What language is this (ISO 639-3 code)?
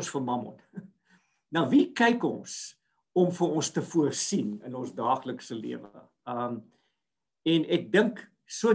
afr